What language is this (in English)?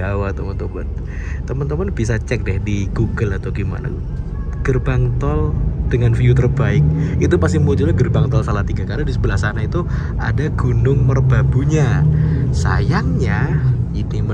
Indonesian